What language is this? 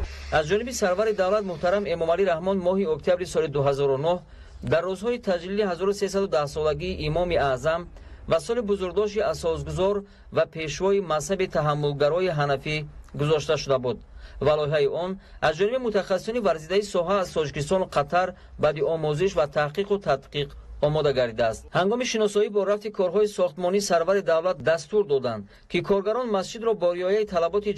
Tajik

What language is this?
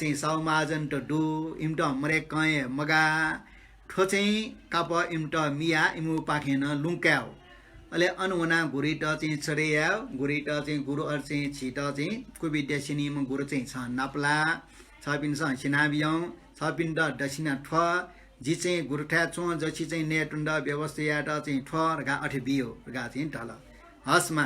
Newari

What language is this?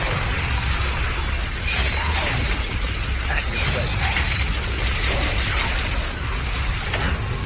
Greek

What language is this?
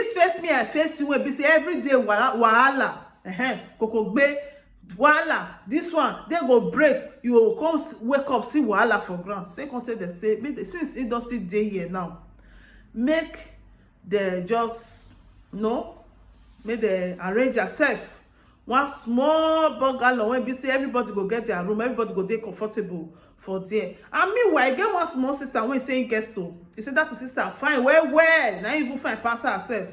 Nigerian Pidgin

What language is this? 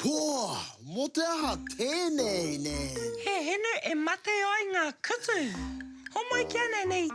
Māori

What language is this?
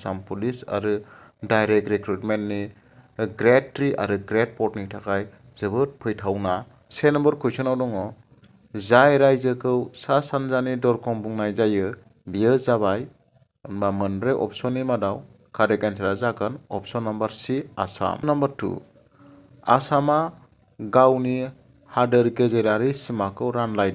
Bodo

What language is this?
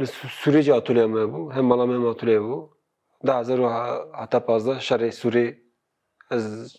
Kurdish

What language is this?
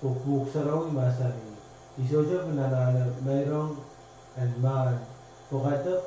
Pohnpeian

